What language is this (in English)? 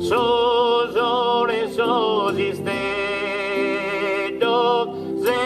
Sardinian